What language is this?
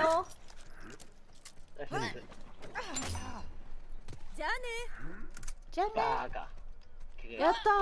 Japanese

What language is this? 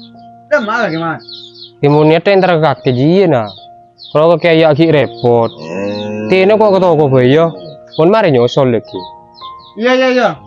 Madurese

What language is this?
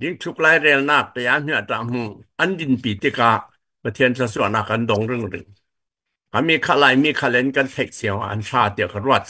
Falam Chin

